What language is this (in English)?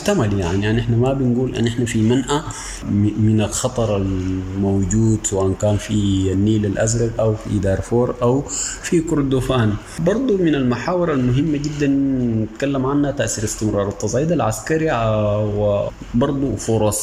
Sudanese Arabic